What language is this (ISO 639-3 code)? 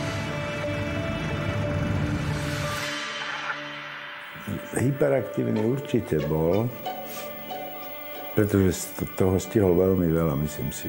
slk